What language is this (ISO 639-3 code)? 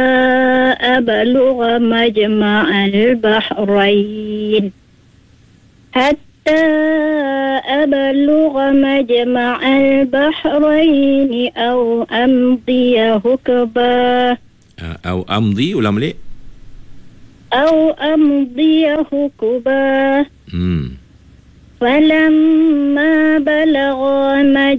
msa